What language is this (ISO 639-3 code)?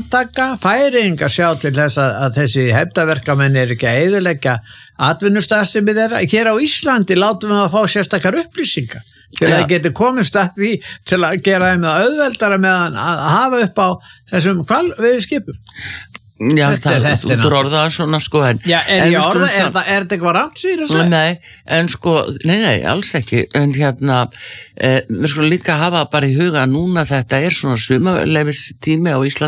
isl